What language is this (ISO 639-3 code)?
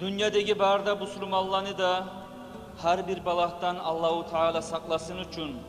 kum